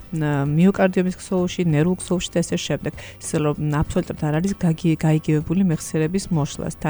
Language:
Georgian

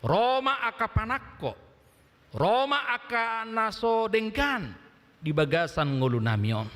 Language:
Batak Toba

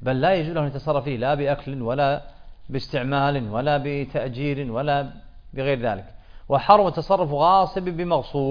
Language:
Arabic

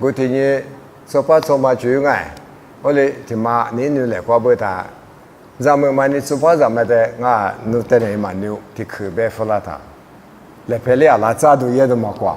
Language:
Lisu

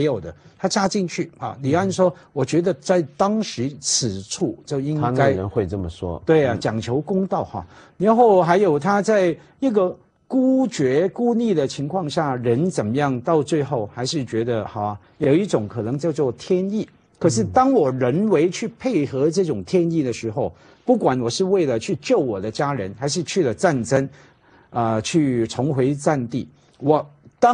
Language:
Chinese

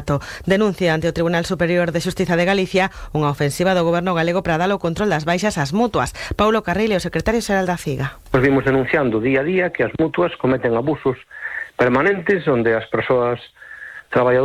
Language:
Galician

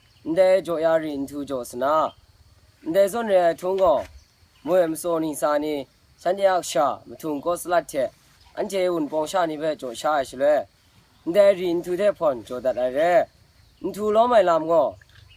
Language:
Kachin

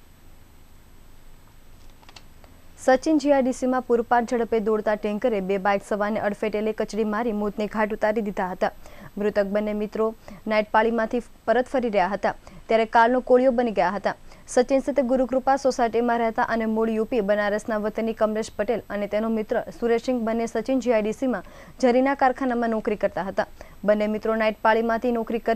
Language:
Gujarati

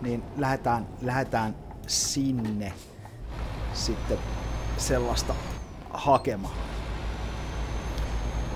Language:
Finnish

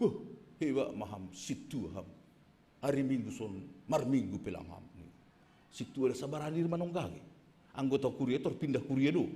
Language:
Batak Simalungun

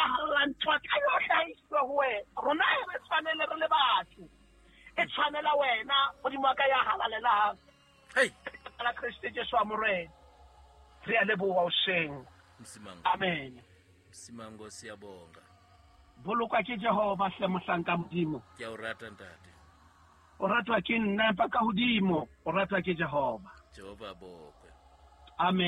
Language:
Southern Sotho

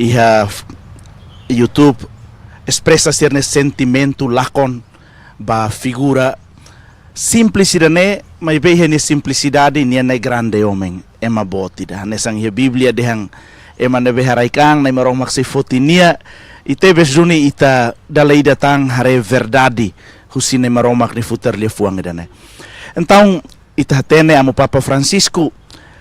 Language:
Tetum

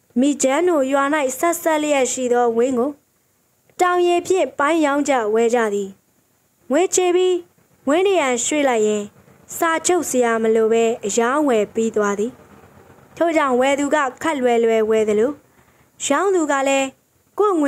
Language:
Burmese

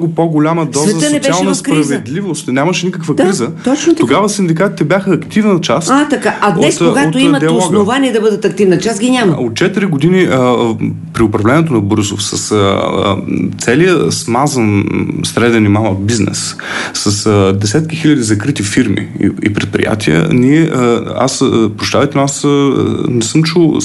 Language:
Bulgarian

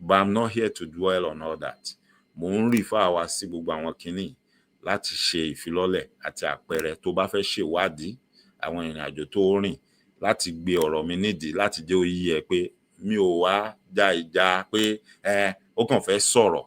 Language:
Yoruba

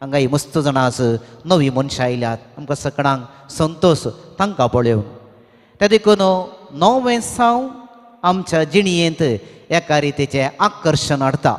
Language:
Konkani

